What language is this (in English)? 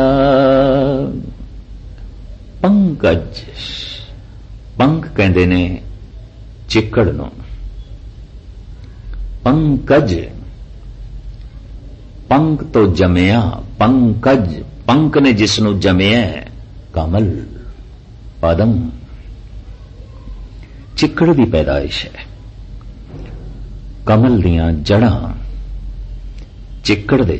Punjabi